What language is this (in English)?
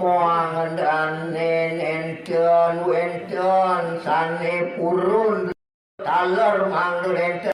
Balinese